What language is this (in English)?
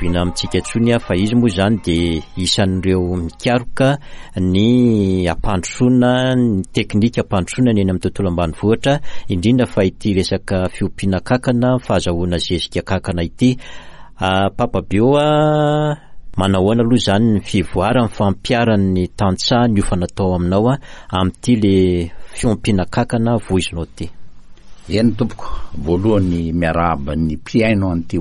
Malagasy